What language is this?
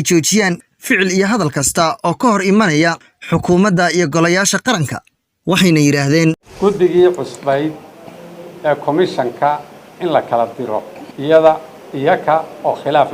Somali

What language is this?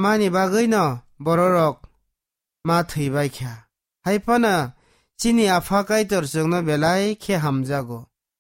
Kok Borok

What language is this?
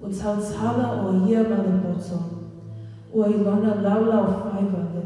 Samoan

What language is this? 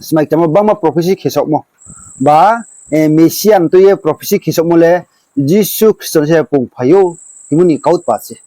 Riang (India)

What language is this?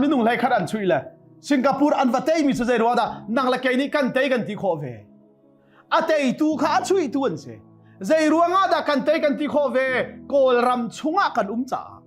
Hakha Chin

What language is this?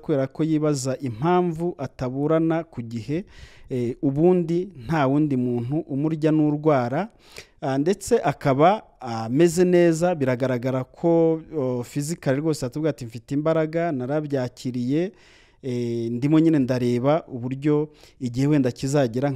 Kinyarwanda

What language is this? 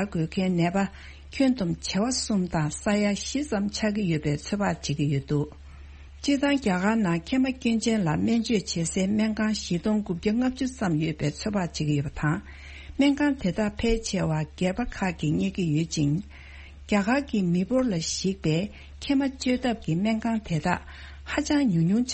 Tibetan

